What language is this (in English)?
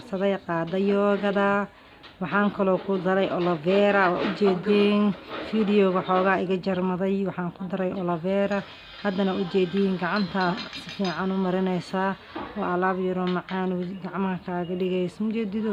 Somali